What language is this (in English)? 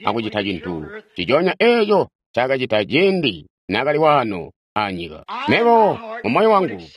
Tonga (Zambia)